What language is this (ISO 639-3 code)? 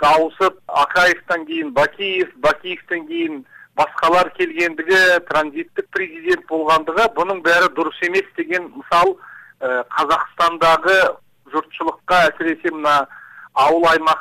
kir